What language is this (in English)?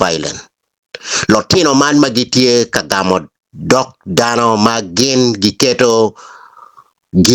Acoli